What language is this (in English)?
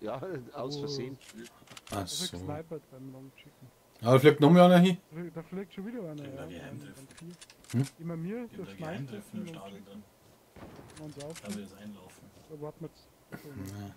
Bavarian